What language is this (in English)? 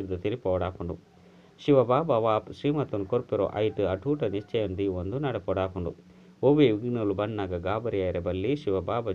Tulu